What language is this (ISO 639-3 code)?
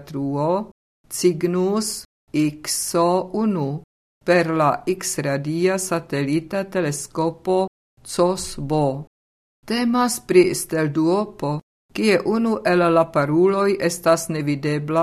epo